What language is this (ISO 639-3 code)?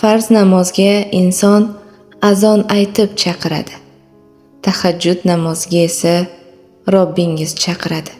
uzb